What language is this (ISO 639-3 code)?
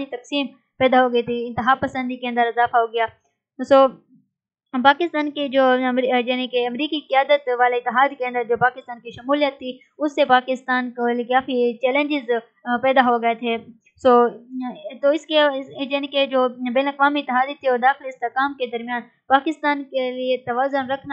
urd